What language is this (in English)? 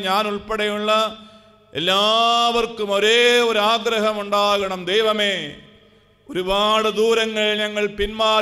Malayalam